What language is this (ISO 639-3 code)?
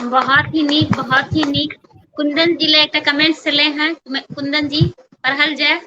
mai